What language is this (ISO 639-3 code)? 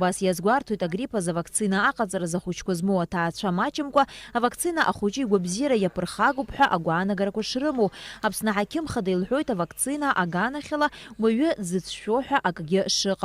abk